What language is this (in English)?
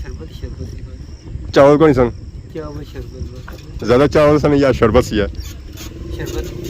Pahari-Potwari